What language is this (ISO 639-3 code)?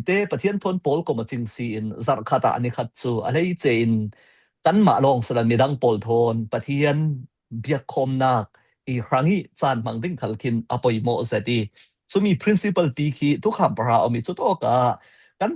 cfm